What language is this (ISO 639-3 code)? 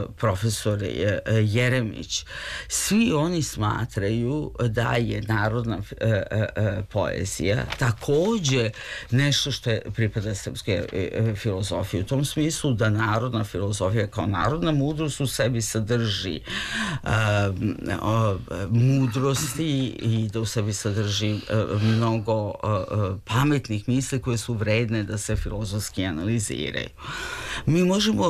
srp